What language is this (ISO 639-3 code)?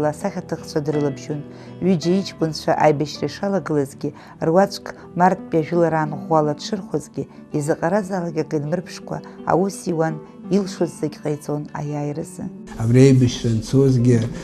abk